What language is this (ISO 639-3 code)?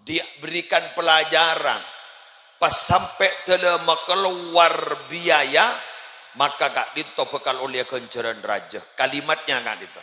mad